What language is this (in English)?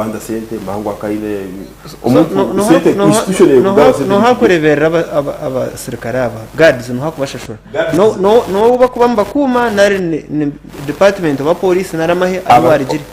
Nyankole